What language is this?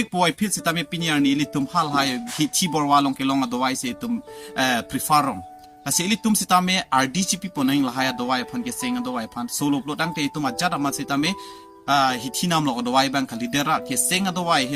Karbi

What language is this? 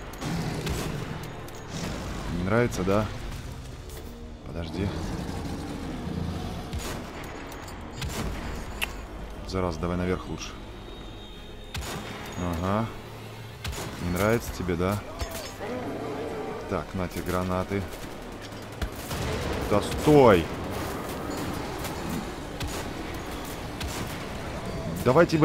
Russian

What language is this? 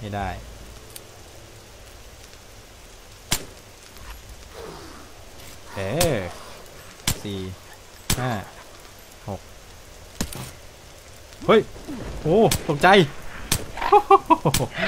Thai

